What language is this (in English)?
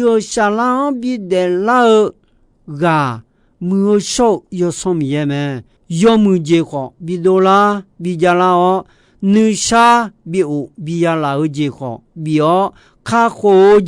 Akha